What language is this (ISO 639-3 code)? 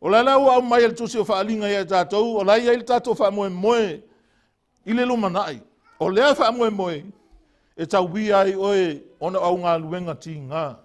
smo